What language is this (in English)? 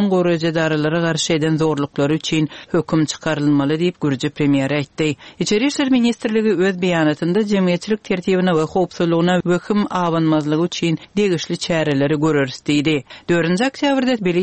Turkmen